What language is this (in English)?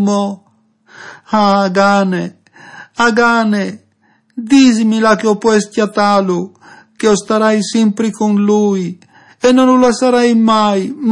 Friulian